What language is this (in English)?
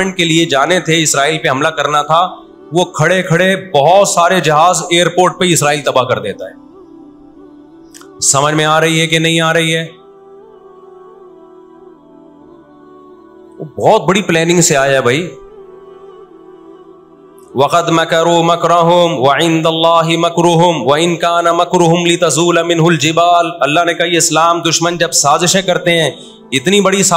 Urdu